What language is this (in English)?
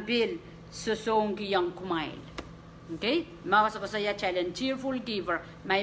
Pohnpeian